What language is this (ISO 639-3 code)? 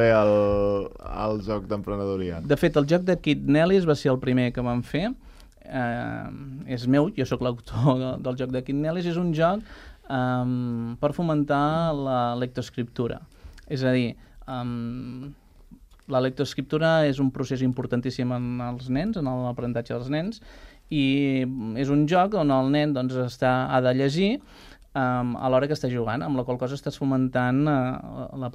cat